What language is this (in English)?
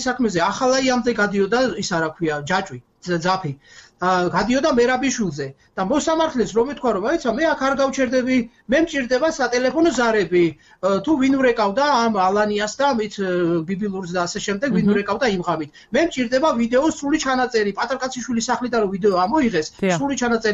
Georgian